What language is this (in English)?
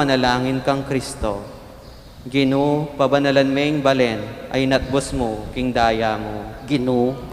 Pampanga